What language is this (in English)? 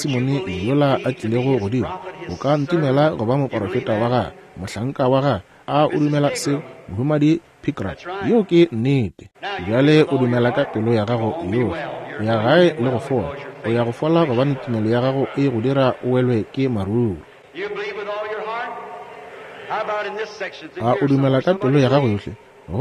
Northern Sotho